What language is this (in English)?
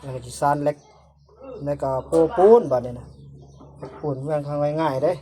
Northeastern Thai